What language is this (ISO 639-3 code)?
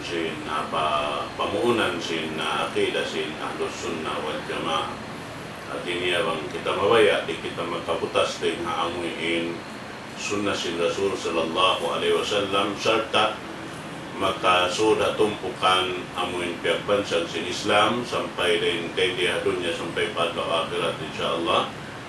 tsg